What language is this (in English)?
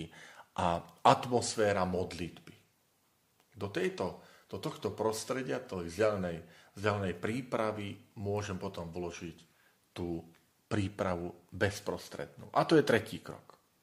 Slovak